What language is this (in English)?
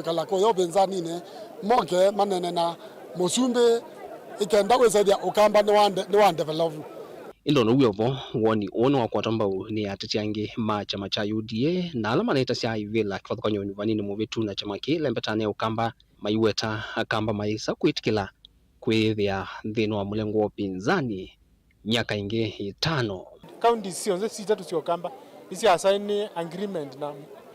Kamba